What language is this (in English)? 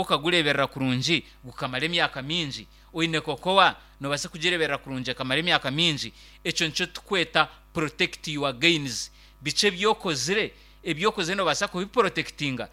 Nyankole